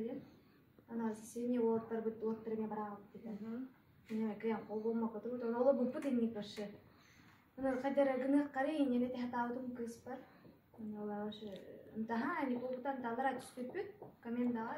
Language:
Yakut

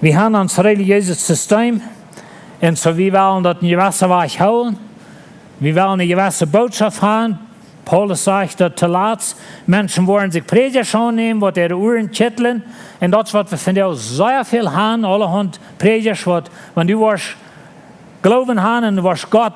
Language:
Plautdietsch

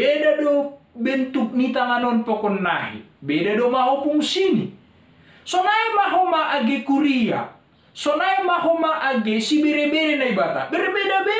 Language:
Batak Simalungun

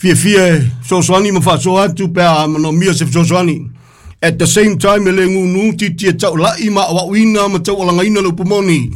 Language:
Samoan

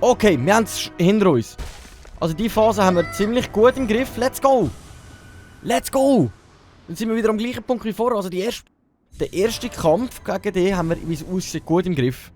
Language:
Swiss German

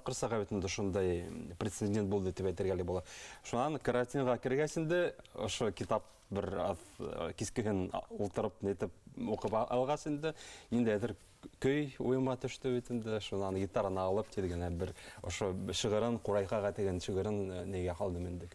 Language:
Bashkir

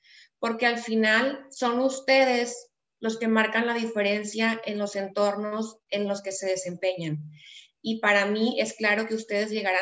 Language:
Spanish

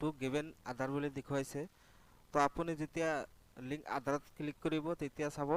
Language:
Assamese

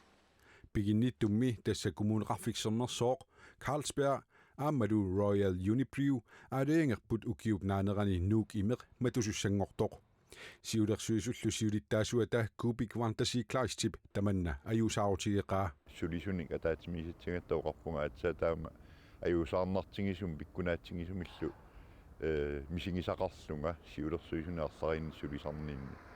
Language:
Kalaallisut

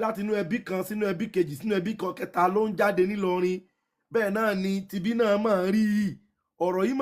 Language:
Yoruba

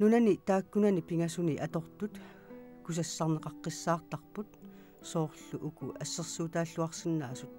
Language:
Kalaallisut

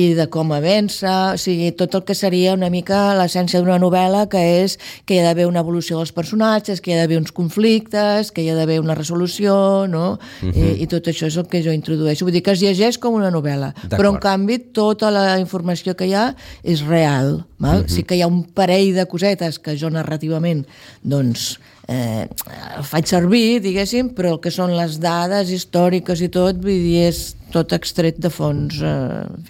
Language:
Catalan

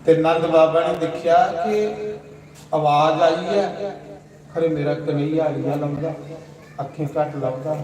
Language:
Dogri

